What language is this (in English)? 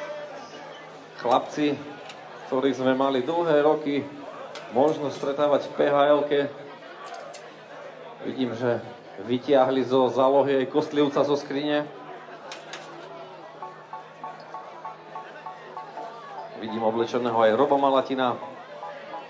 Slovak